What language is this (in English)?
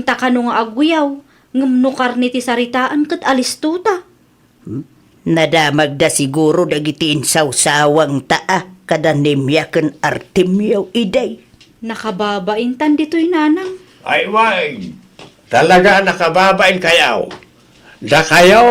Iloko